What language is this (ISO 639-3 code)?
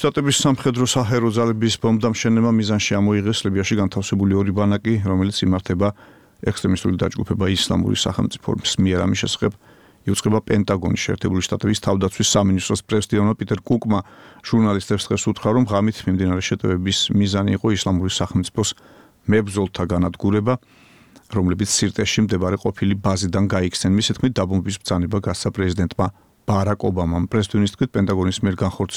kat